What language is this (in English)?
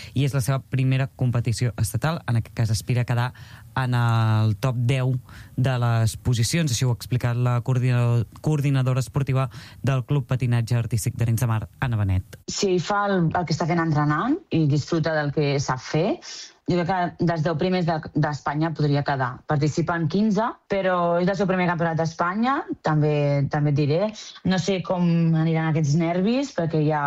Catalan